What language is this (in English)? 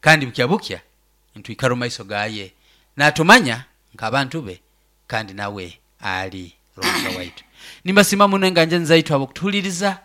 Nyoro